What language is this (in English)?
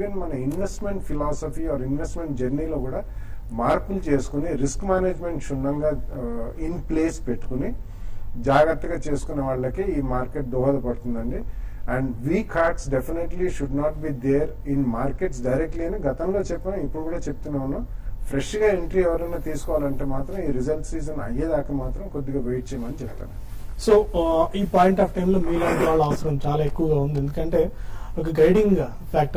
Telugu